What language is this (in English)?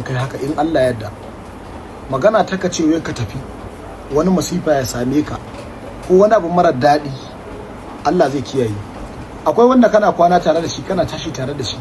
Hausa